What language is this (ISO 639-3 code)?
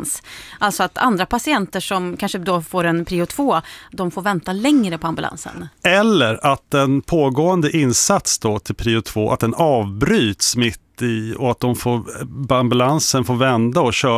swe